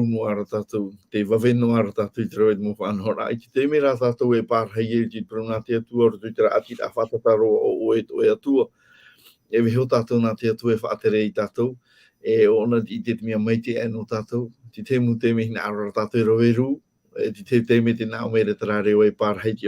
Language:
Tahitian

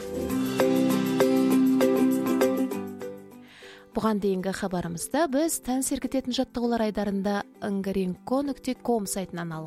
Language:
Kazakh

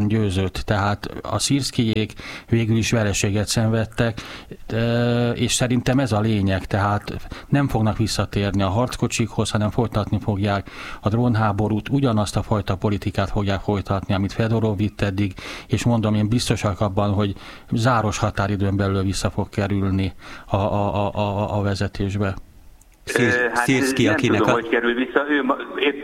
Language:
Hungarian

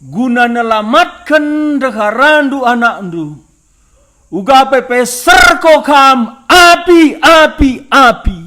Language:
Batak Karo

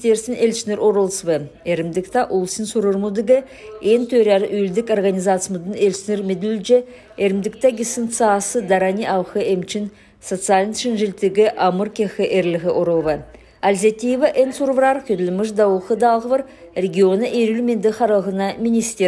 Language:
Kalmyk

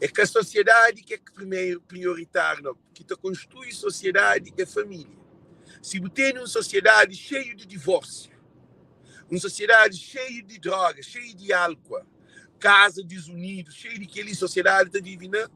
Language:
Kabuverdianu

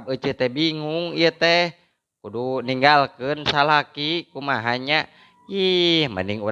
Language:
Sundanese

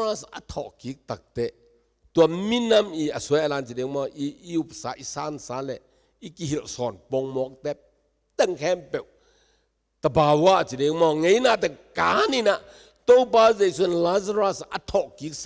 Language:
Tedim Chin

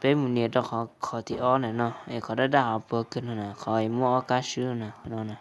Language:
Hmong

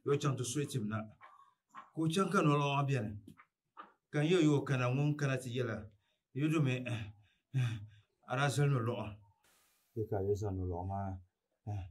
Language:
Dagbani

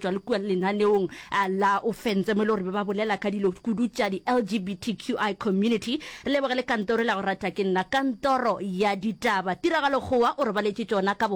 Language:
Northern Sotho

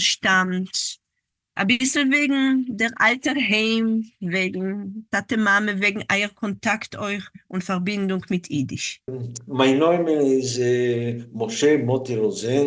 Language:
Yiddish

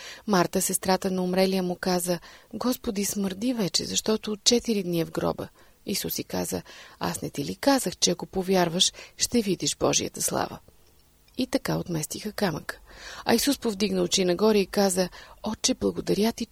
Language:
Bulgarian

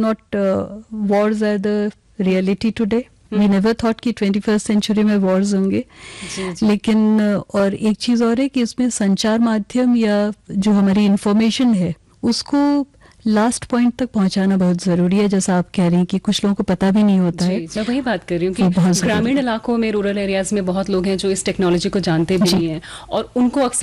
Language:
Hindi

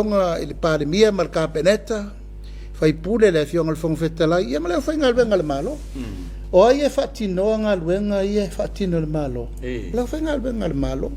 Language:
Samoan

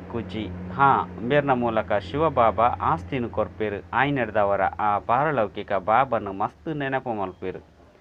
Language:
Tulu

